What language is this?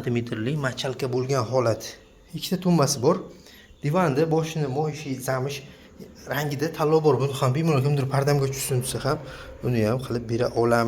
Uzbek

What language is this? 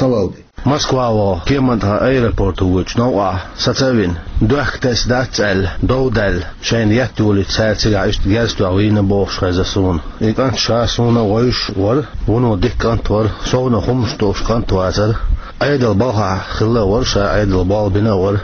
Chechen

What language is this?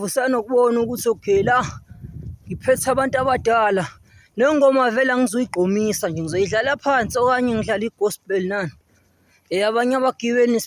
Zulu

